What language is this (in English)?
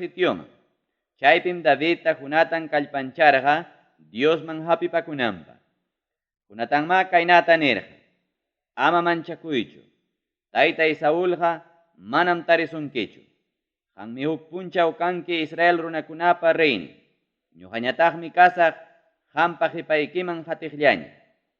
Ayacucho Quechua